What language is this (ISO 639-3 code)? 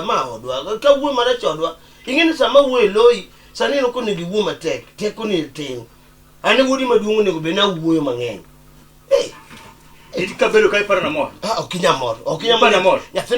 luo